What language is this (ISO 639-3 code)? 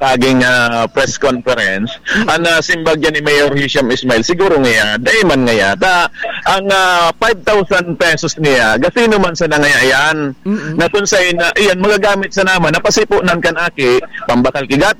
bik